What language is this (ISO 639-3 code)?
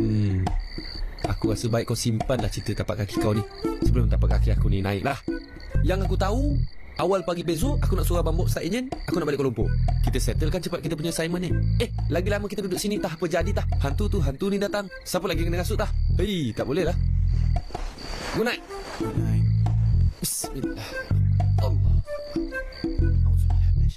msa